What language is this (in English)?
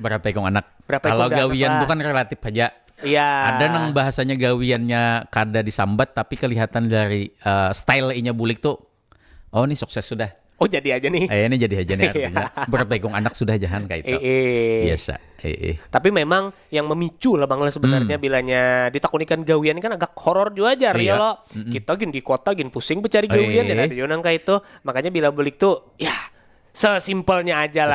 Banjar